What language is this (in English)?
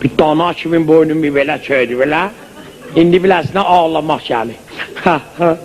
South Azerbaijani